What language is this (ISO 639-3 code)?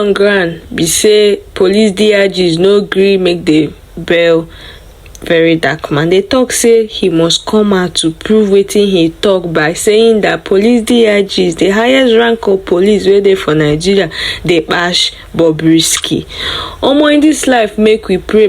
pcm